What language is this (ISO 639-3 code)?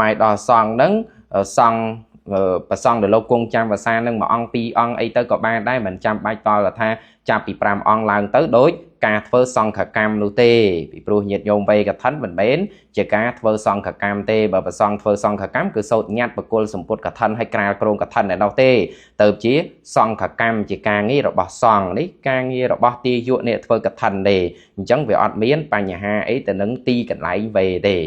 khm